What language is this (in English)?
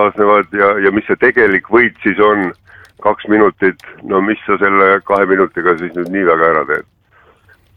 Estonian